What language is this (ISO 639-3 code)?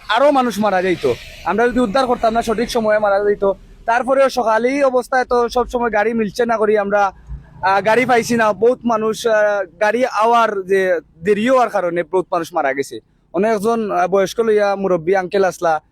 syl